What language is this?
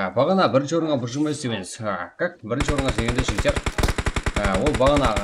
Kara-Kalpak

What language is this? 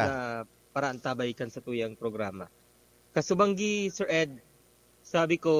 Bikol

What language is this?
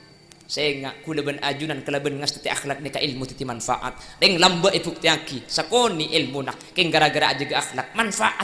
Madurese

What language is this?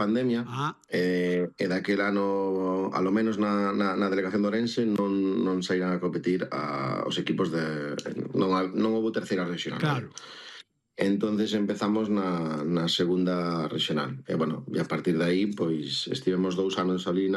Galician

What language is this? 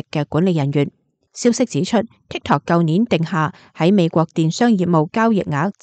Cantonese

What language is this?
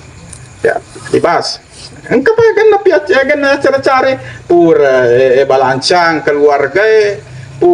Buginese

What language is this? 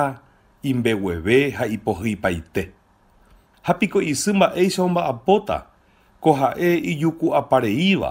Guarani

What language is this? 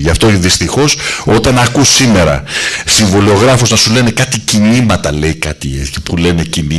Greek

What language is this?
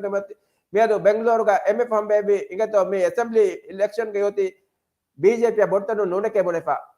Divehi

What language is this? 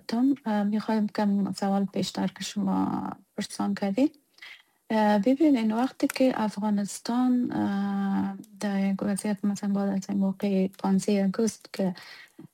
Persian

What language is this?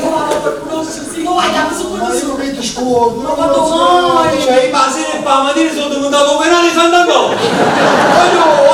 Neapolitan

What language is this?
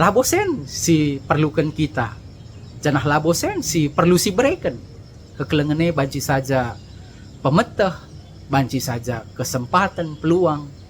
Batak Karo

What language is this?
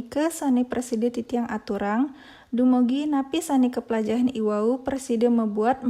Balinese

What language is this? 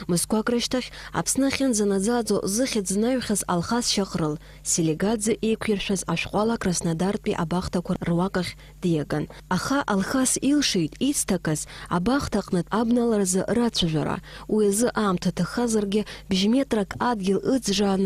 Abkhazian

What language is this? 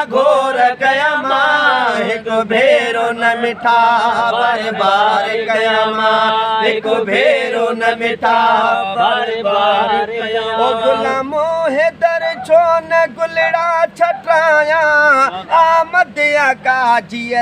Sindhi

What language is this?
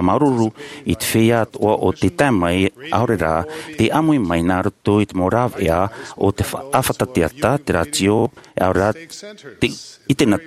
Tahitian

